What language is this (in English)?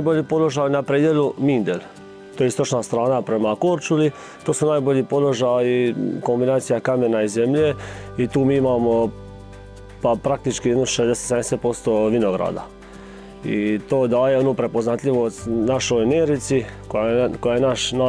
Croatian